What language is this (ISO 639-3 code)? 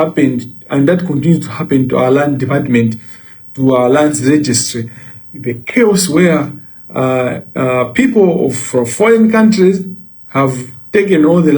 nya